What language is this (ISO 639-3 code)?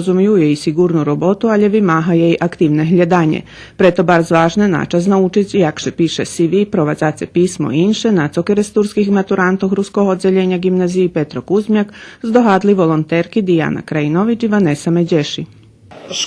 rue